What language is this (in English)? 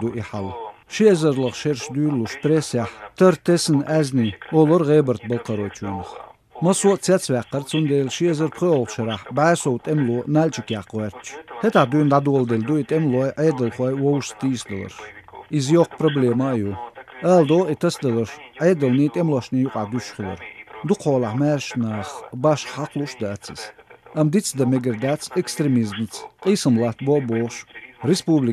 Chechen